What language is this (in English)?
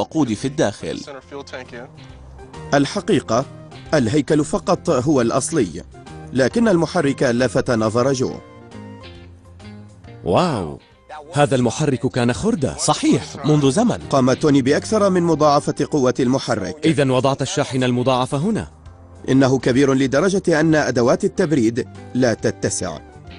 Arabic